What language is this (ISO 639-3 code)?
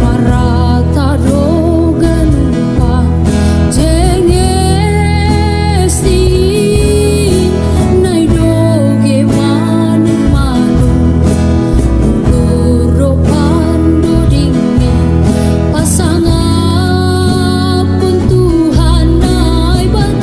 bts